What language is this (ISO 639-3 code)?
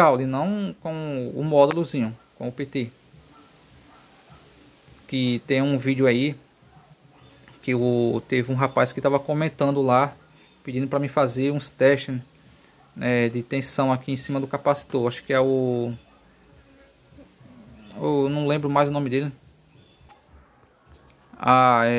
por